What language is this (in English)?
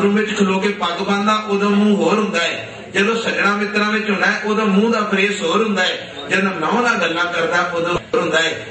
Punjabi